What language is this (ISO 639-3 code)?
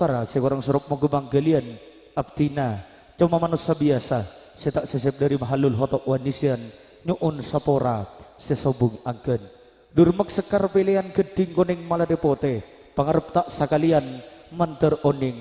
mad